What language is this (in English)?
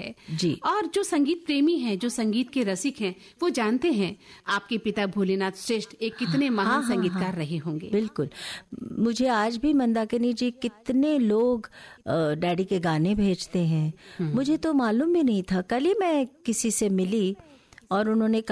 Hindi